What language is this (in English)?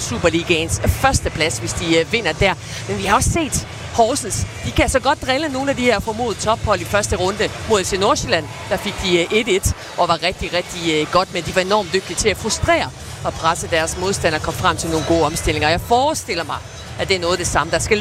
Danish